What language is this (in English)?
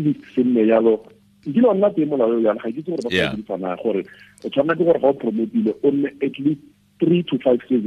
Tswana